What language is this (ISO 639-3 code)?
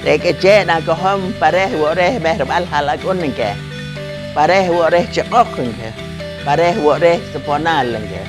poh